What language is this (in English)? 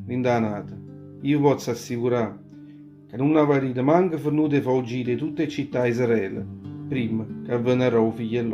Neapolitan